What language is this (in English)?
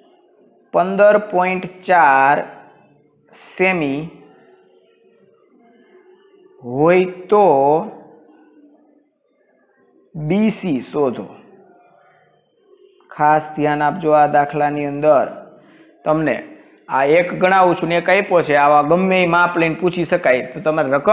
Gujarati